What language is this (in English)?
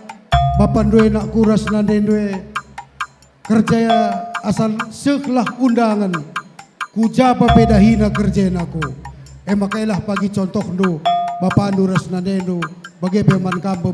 Batak Karo